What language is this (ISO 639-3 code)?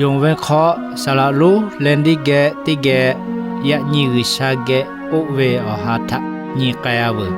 lhu